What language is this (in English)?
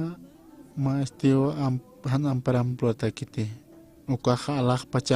Aymara